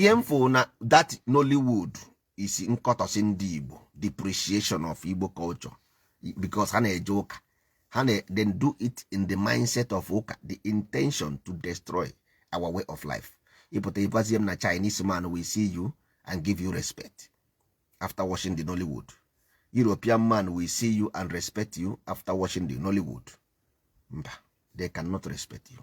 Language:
Igbo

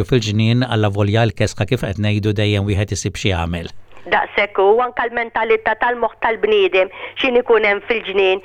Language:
Maltese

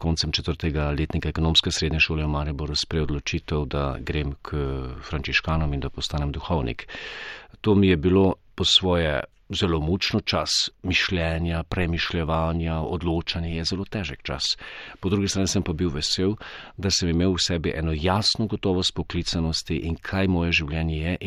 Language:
Slovenian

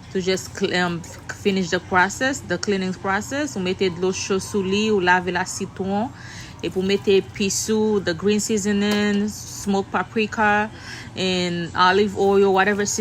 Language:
Haitian Creole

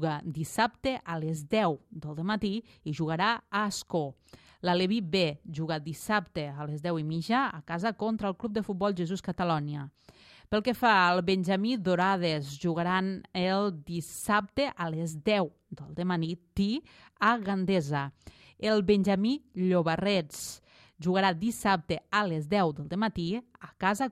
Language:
Catalan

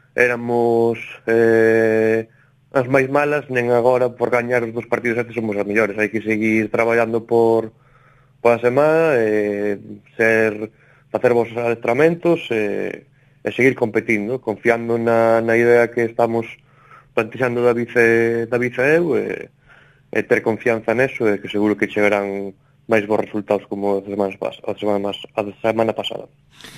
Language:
Galician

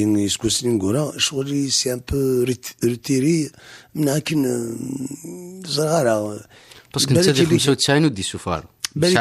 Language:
Kabyle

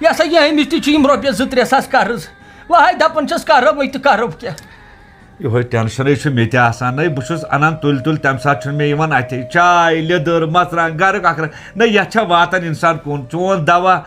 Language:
Kashmiri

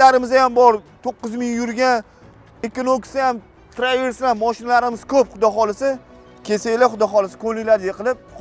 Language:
Uzbek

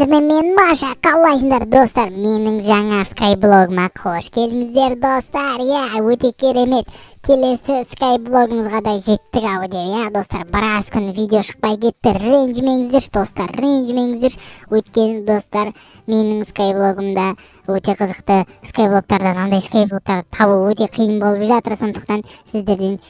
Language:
Kazakh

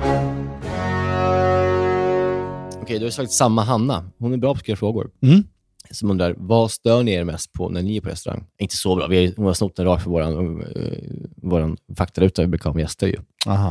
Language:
Swedish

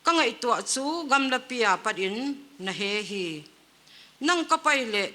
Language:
Paite Chin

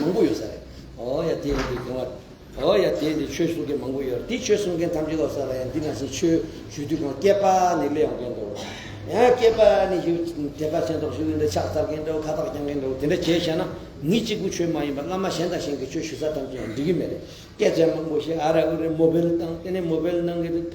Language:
Tibetan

